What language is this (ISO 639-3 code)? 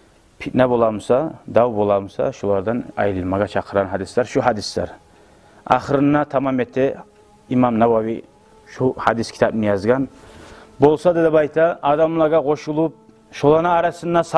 kum